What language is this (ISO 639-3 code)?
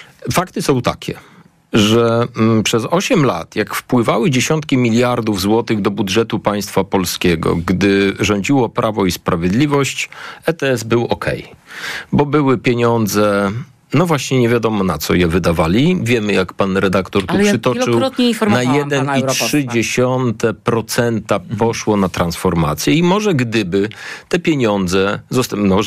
pol